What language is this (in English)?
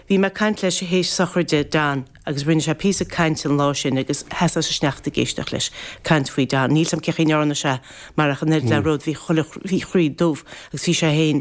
Irish